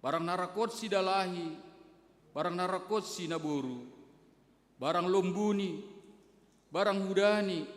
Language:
Batak Simalungun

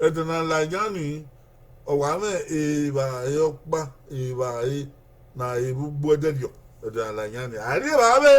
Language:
Bini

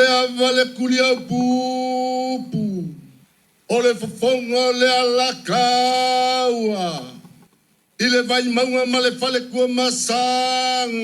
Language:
Samoan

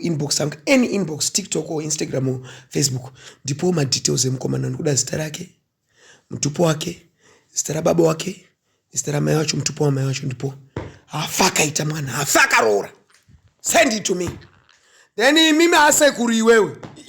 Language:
Shona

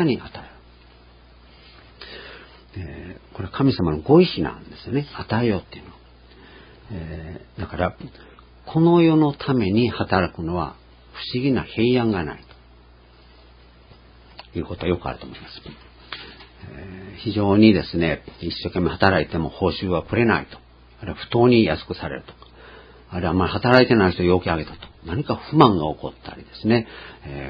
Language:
Japanese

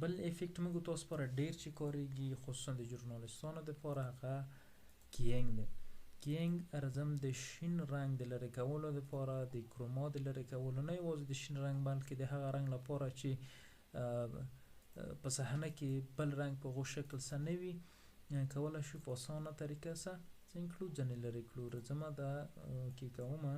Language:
Pashto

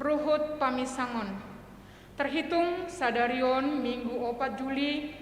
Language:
Batak Simalungun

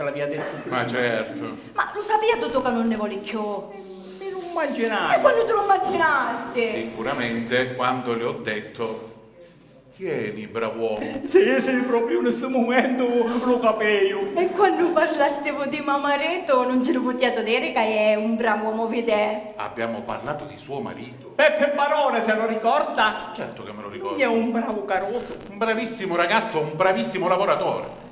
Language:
Sicilian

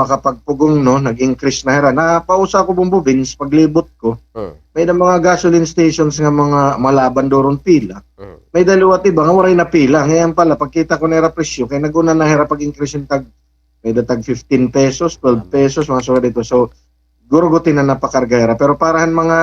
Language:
Waray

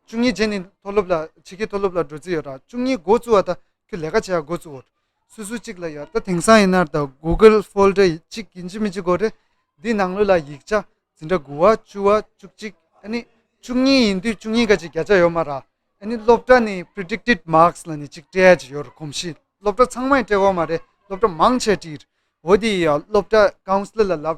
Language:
Tibetan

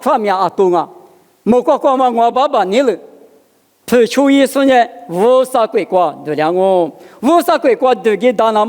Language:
Lisu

